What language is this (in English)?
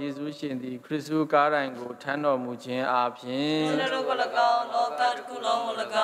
Burmese